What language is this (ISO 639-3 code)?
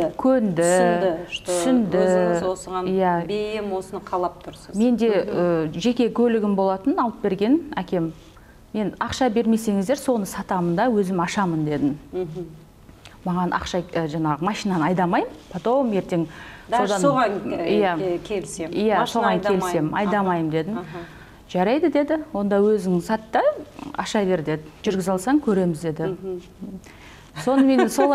kaz